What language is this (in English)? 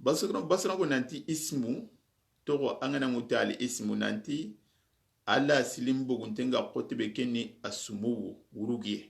Soninke